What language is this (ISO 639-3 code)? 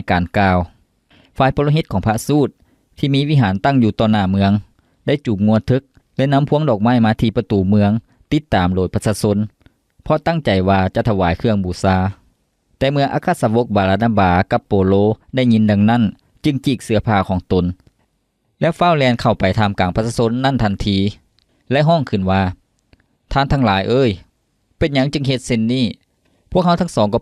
lao